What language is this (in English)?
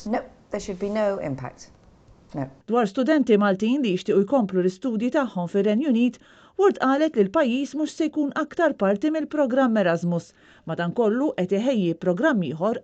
Maltese